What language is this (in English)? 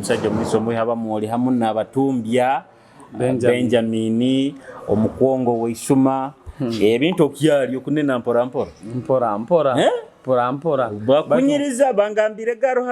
Nyoro